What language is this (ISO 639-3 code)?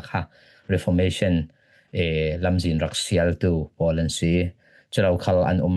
cfm